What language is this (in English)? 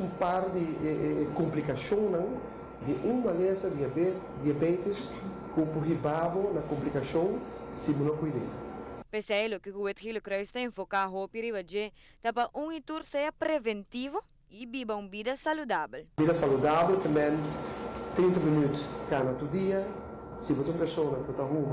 Papiamento